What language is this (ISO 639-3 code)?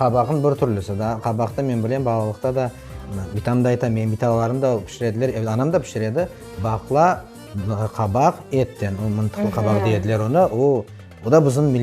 crh